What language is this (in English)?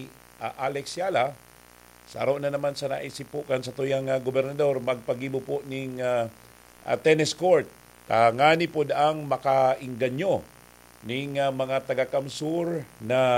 Bikol